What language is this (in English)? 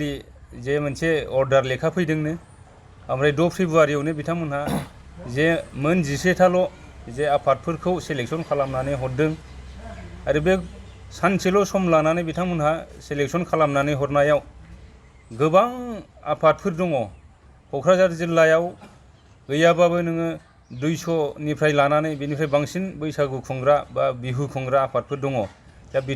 Bodo